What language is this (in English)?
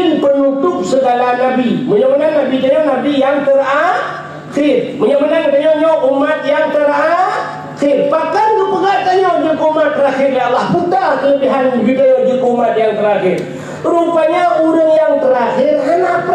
Achinese